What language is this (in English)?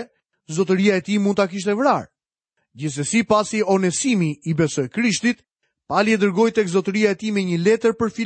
Albanian